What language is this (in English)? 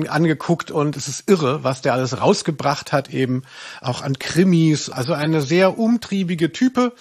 German